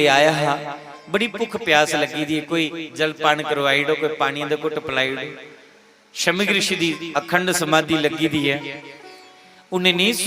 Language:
Dogri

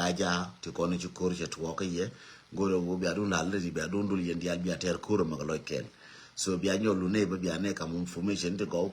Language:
Nuer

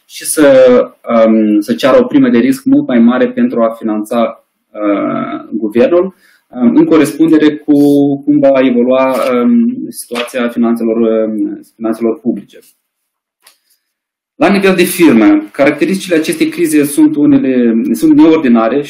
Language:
Romanian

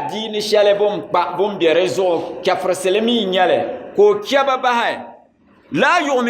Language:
Dagbani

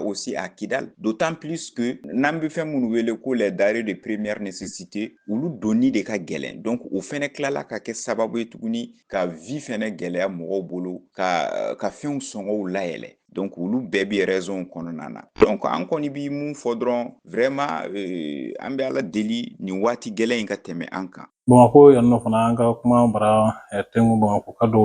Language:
Bambara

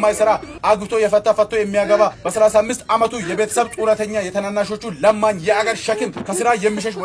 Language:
Amharic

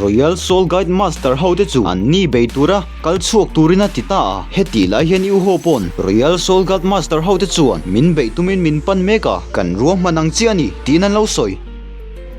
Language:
Mizo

